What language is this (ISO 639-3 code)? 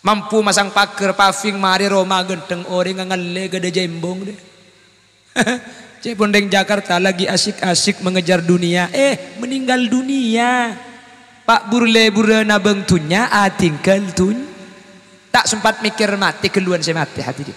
mad